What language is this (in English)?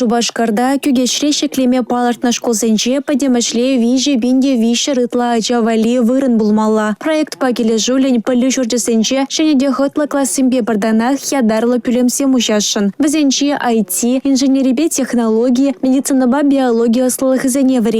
Chuvash